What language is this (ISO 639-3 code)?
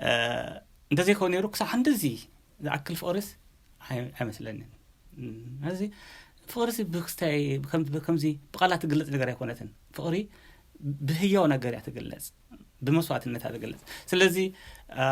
tir